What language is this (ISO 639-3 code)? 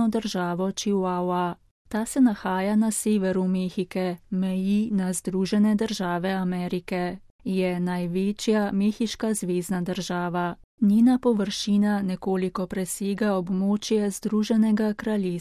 slv